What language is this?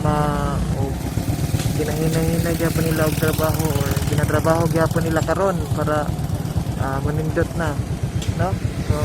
Cebuano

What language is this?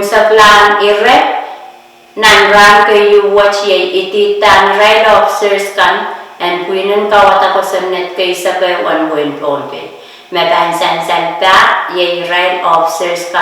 Pohnpeian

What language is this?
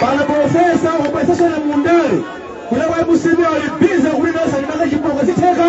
Nyanja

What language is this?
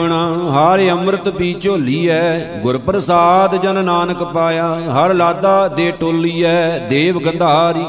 Punjabi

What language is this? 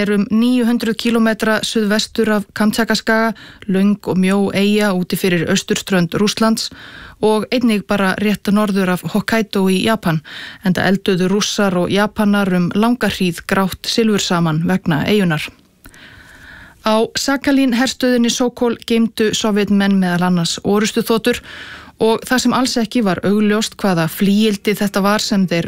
Icelandic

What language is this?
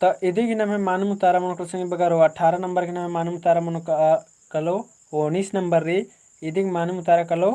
Kurukh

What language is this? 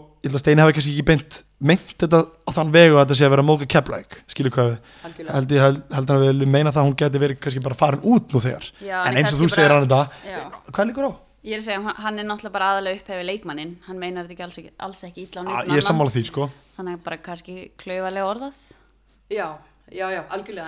Icelandic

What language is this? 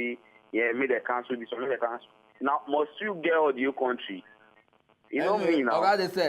Nigerian Pidgin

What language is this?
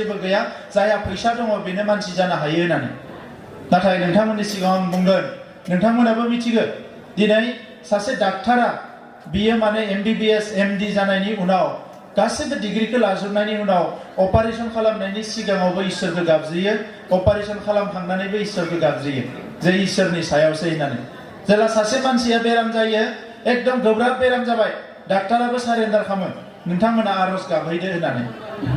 Bodo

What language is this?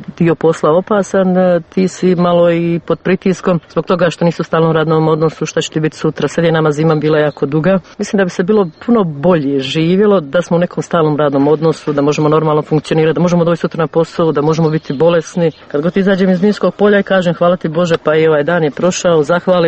Serbian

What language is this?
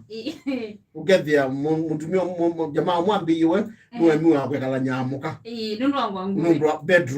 Kamba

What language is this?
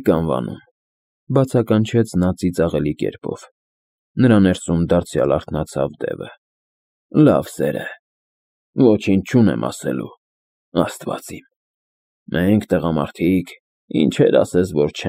Armenian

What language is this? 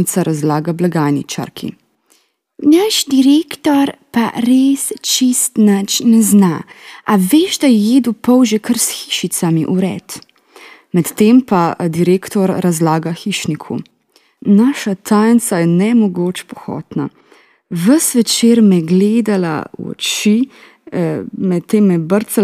Slovenian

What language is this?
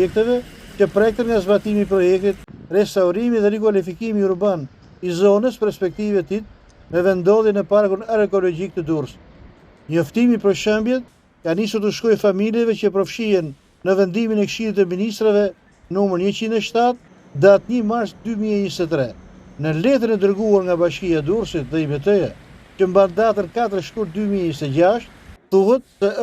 Albanian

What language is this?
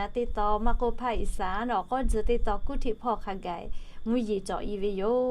Lahu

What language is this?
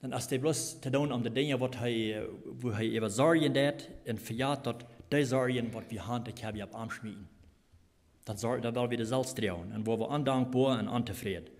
Plautdietsch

